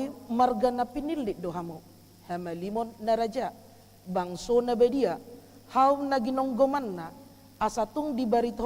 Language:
Batak Toba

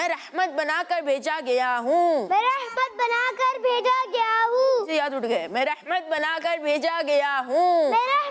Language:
Hindi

